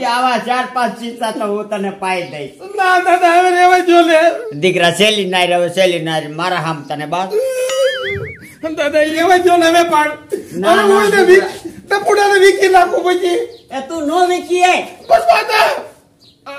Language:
Gujarati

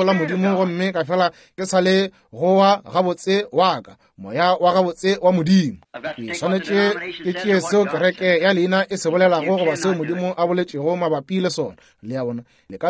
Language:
Northern Sotho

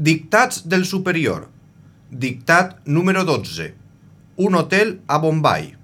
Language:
Catalan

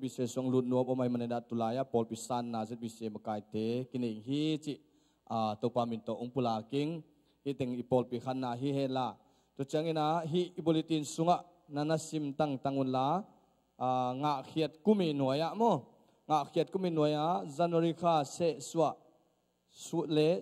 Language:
Tedim Chin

